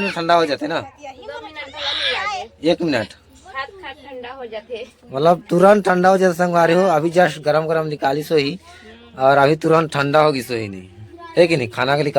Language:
Chhattisgarhi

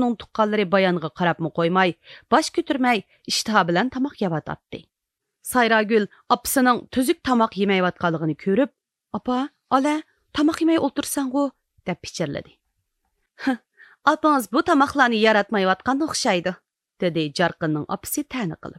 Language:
Uyghur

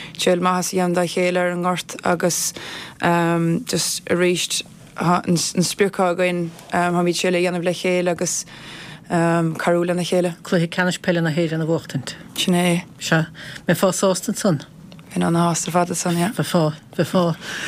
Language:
Irish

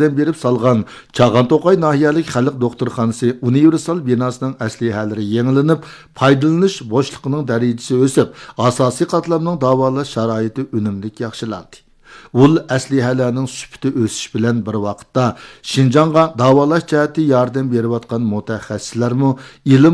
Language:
Uyghur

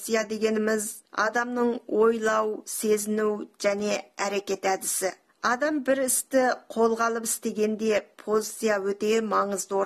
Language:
Kazakh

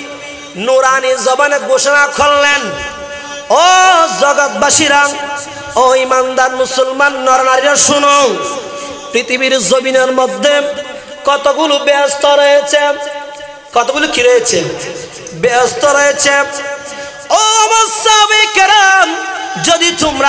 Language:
Bangla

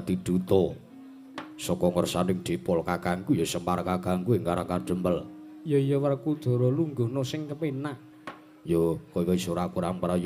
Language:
Javanese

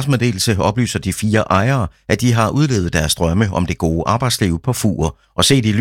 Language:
Danish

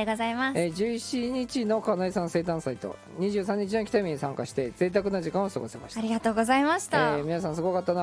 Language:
Japanese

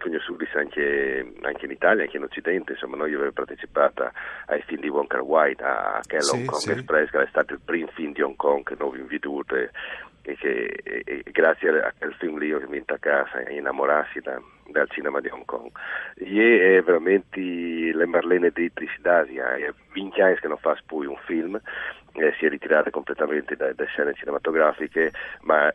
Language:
Friulian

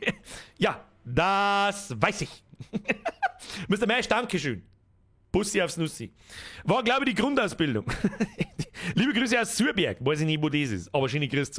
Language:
Bavarian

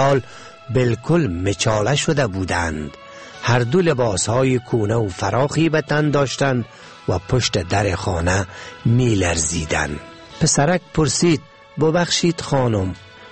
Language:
Persian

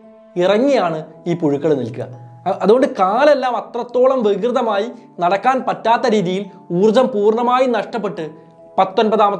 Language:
Malayalam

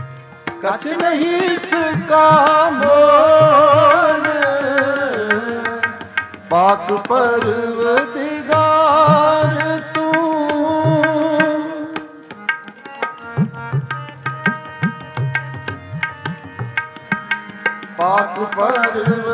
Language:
Punjabi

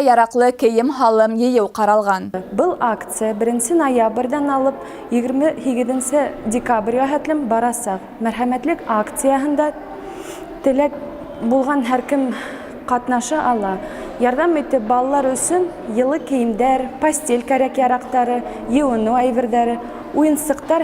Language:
Bashkir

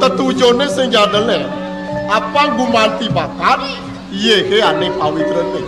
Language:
Balinese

